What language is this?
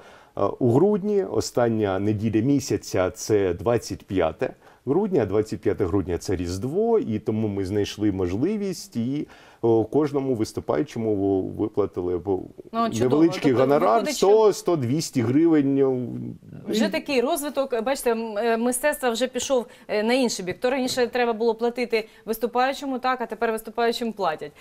Ukrainian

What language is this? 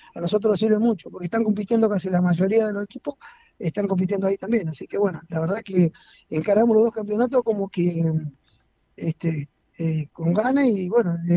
Spanish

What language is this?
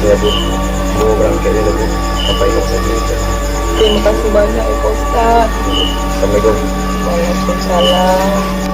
Minangkabau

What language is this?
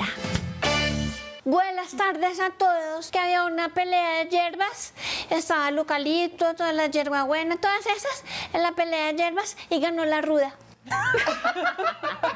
Spanish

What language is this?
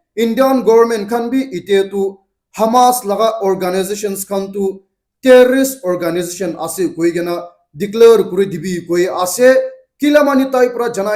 Naga Pidgin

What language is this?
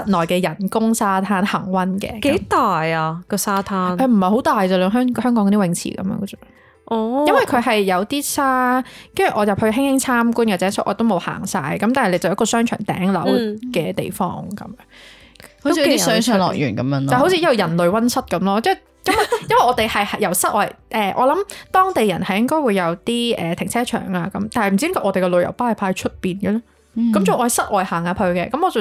Cantonese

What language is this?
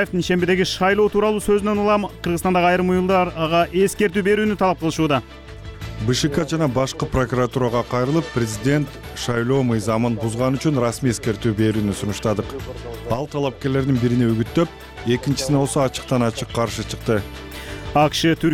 Kyrgyz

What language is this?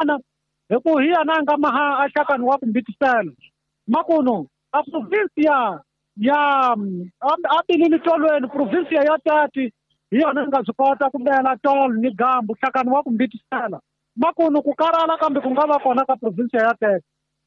Tsonga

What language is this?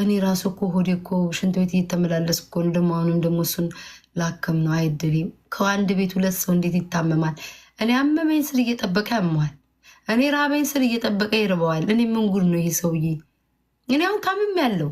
Amharic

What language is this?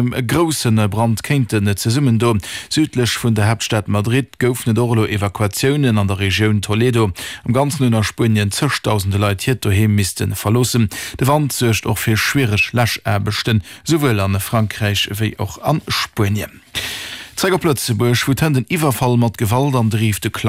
Luxembourgish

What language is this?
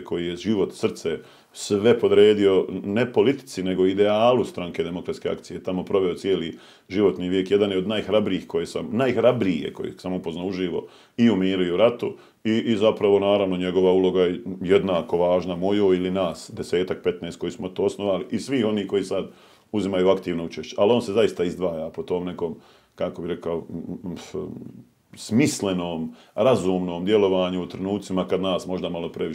Bosnian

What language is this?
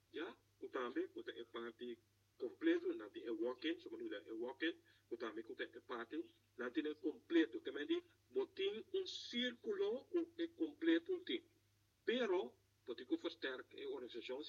Papiamento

